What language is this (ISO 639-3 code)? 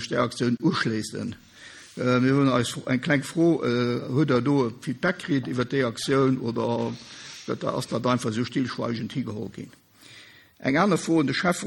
ltz